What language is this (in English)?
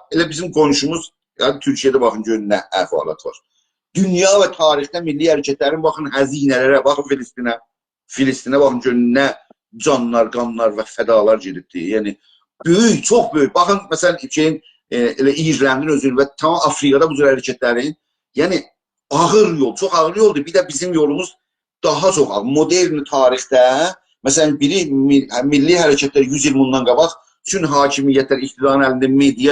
South Azerbaijani